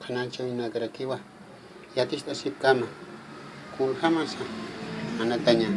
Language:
Aymara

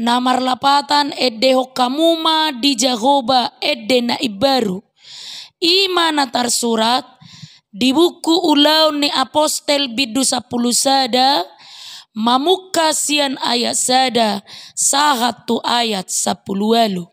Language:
Batak Toba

